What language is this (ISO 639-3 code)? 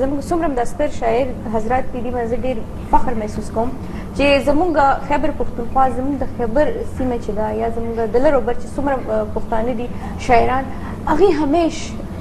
pus